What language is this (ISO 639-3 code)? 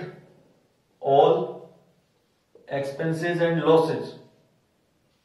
hin